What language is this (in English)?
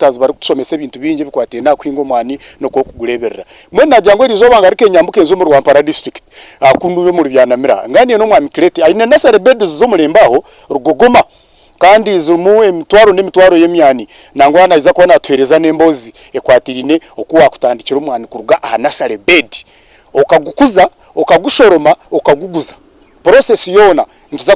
Nyankole